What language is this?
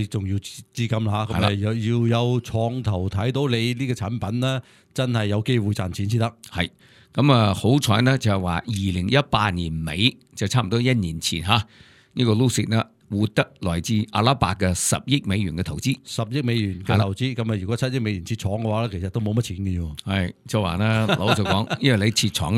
Cantonese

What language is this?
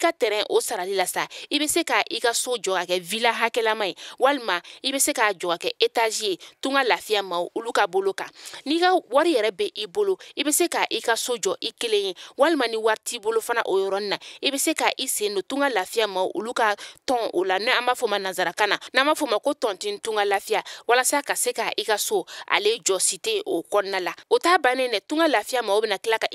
Bambara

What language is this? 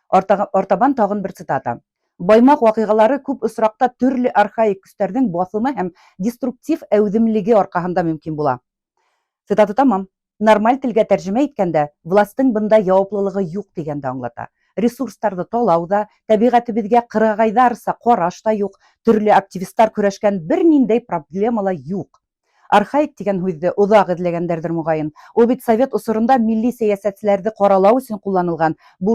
Bashkir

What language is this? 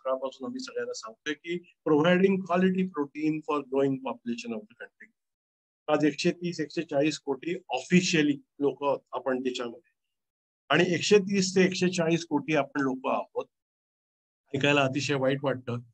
Marathi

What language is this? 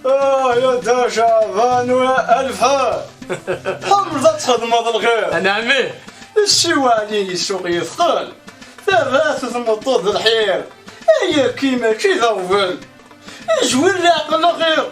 Kabyle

